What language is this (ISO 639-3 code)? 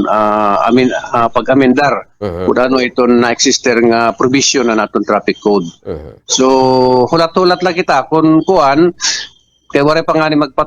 war